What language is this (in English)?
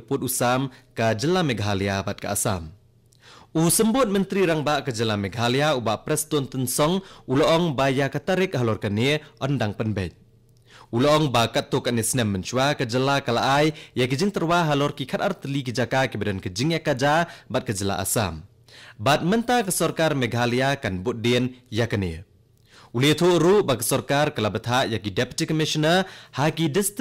Khasi